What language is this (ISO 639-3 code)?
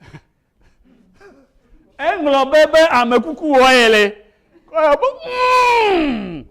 ewe